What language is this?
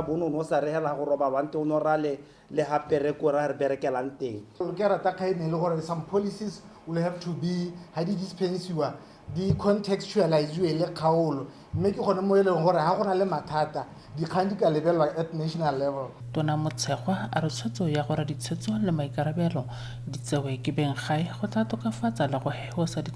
Tswana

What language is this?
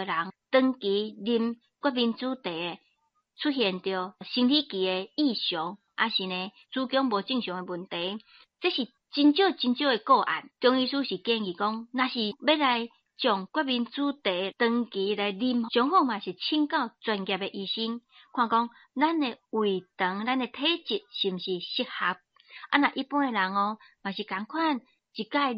Min Nan Chinese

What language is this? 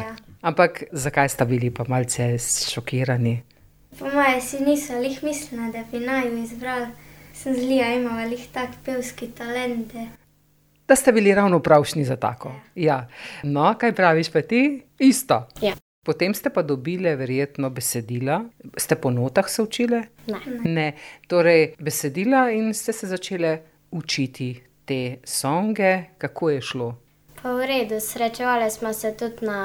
Slovenian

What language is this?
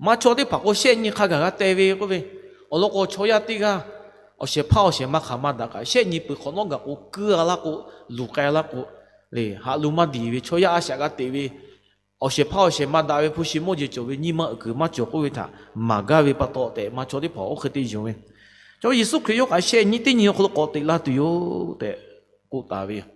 Lahu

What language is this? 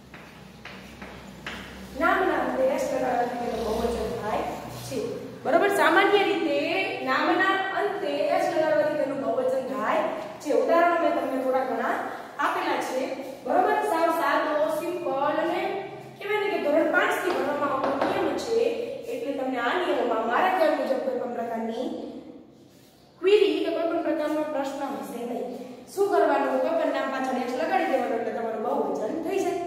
Gujarati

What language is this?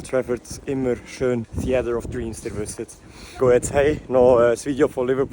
Swiss German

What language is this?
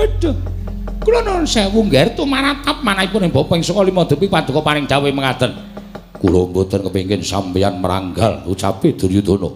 Javanese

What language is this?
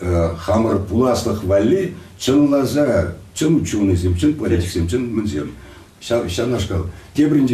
Chuvash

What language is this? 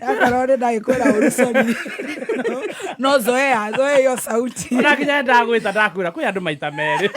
Kikuyu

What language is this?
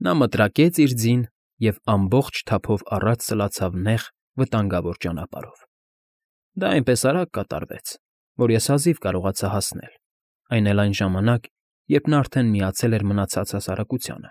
Armenian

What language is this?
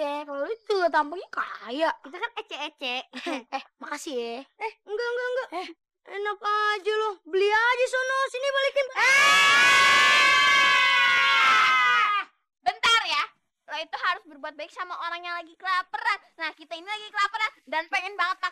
Betawi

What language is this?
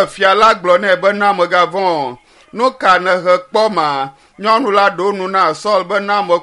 Ewe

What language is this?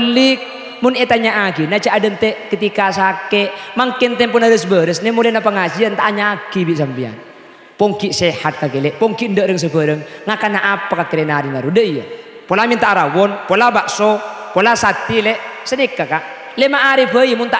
Madurese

